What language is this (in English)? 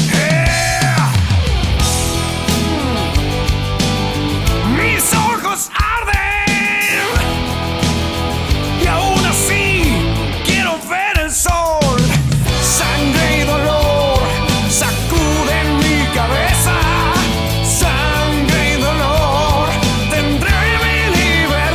Spanish